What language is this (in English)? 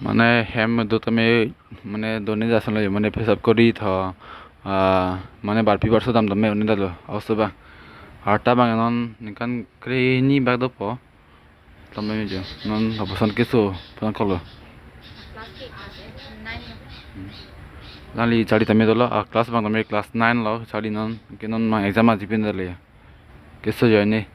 Karbi